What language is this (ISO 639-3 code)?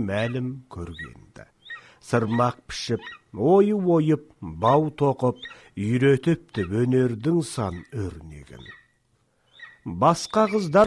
kaz